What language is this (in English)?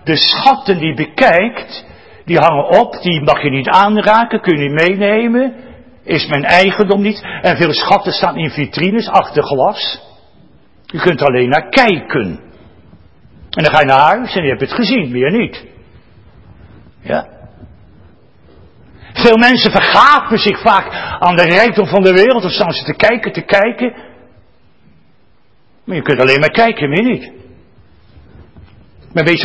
Dutch